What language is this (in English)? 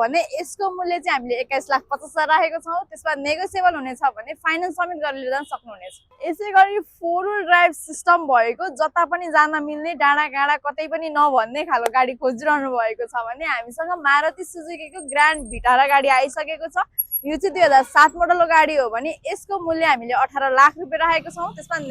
Nepali